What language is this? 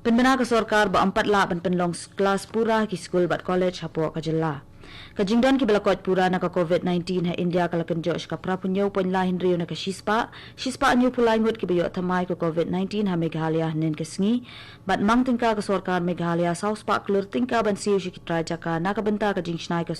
Khasi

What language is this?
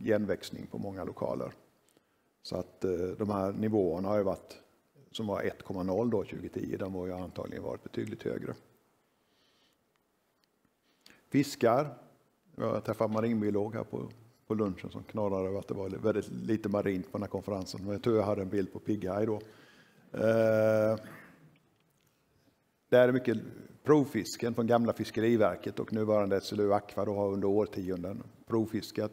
Swedish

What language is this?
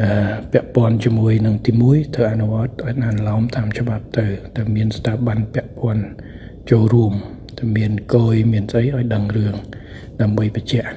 Khmer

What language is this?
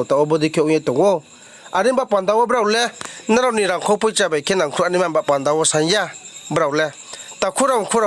Riang (India)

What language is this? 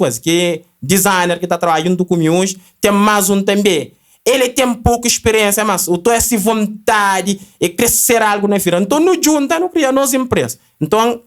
Kabuverdianu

